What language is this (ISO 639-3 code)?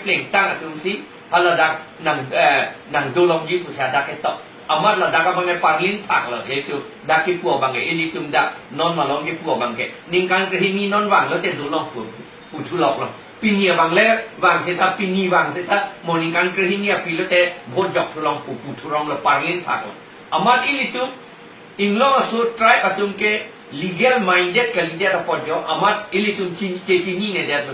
mjw